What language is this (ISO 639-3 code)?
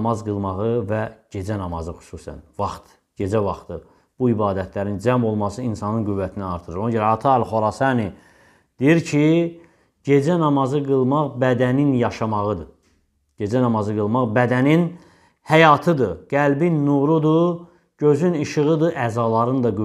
aze